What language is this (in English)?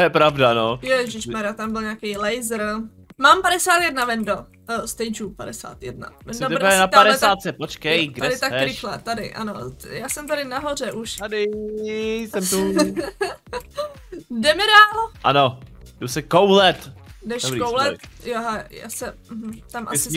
Czech